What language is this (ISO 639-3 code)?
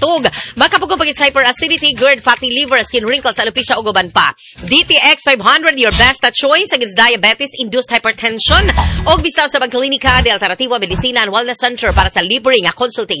ceb